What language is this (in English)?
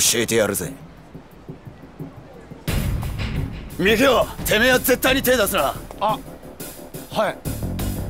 Japanese